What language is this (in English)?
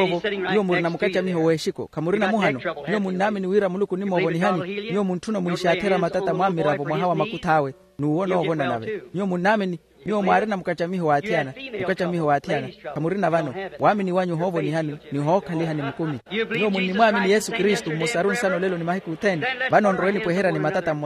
Makhuwa